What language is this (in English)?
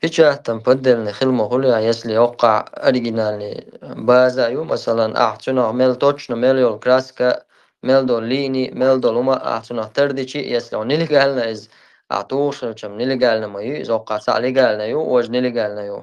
Chechen